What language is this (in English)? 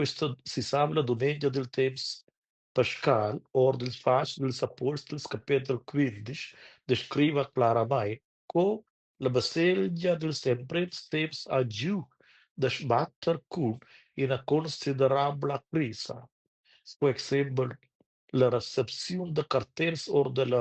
Romansh